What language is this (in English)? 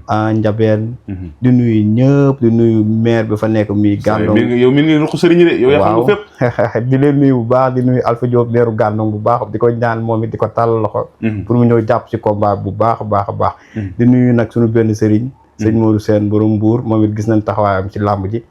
Wolof